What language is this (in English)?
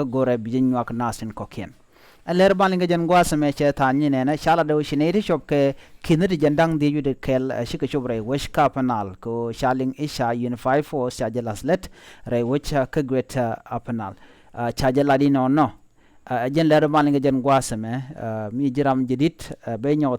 Nuer